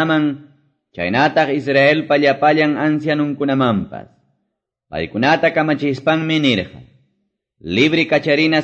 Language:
Quechua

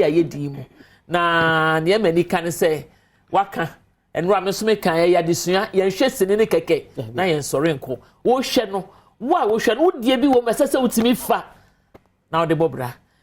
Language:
Akan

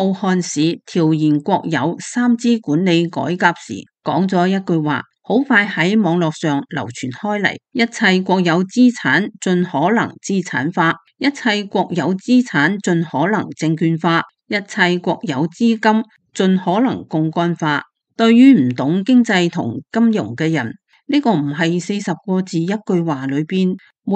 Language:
Cantonese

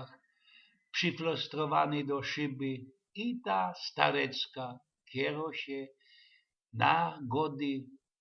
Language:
Silesian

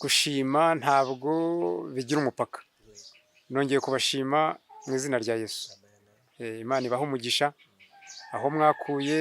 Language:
Kinyarwanda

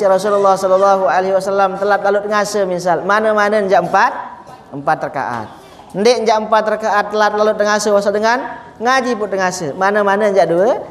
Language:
Sasak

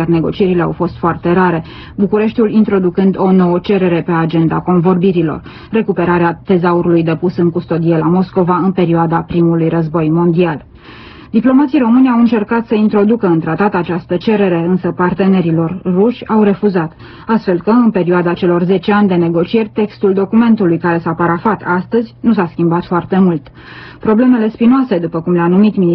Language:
Romanian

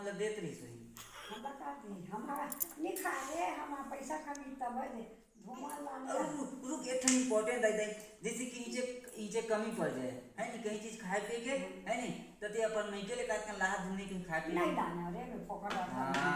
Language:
Chhattisgarhi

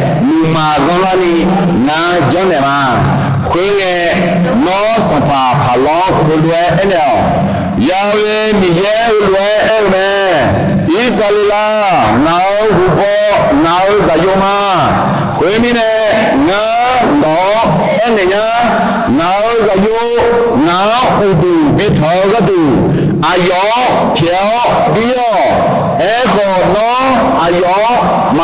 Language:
Akha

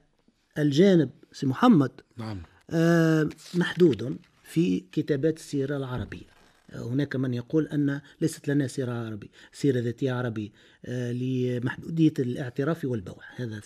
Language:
Tunisian Arabic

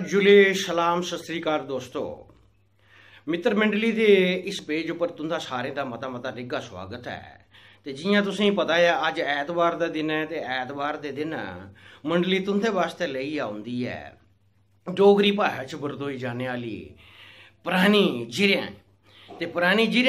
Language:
Dogri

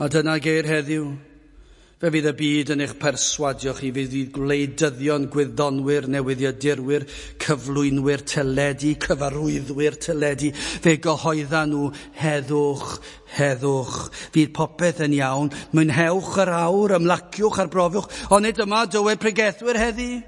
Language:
Welsh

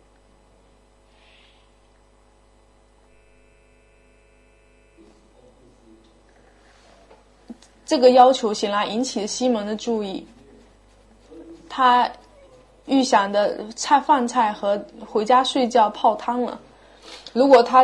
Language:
Chinese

